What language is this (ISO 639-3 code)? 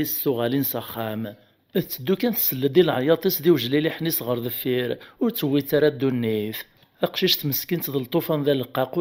kab